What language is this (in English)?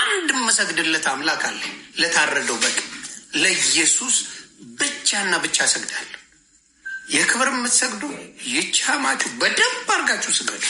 Amharic